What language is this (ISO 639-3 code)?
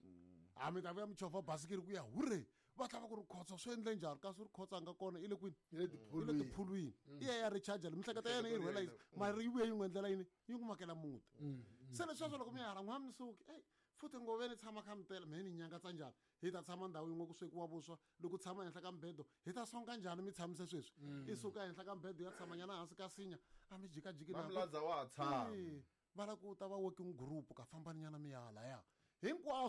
tso